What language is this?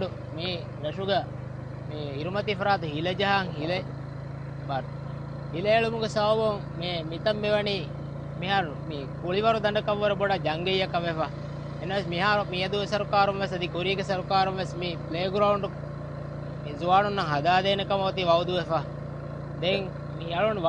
Divehi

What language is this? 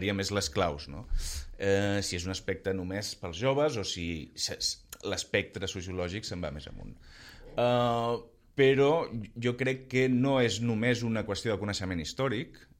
Catalan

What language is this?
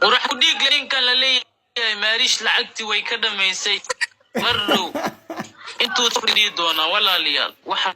Somali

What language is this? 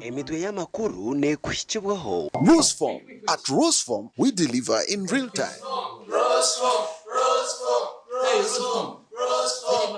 Nyankole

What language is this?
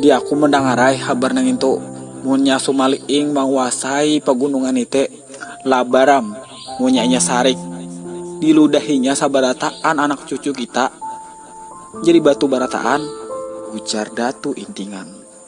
Banjar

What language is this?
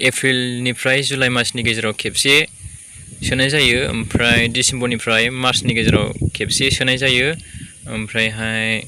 Bodo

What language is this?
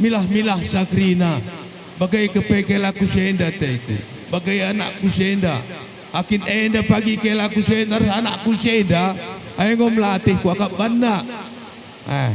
Batak Karo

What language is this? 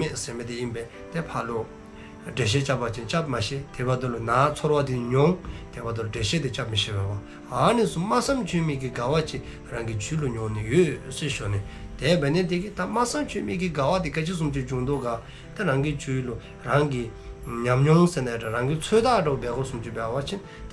Dzongkha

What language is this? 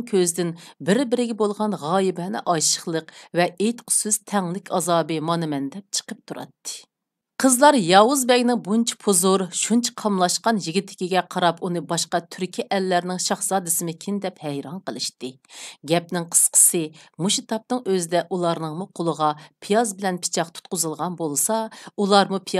Uyghur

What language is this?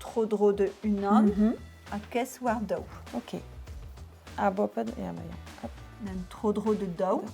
Breton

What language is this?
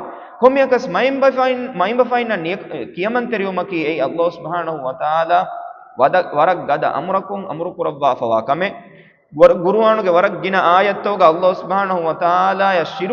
Divehi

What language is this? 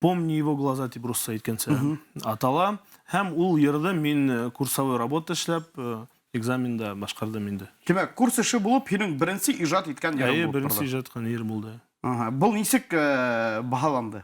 Bashkir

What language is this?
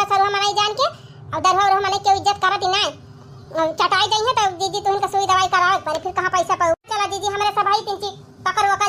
Awadhi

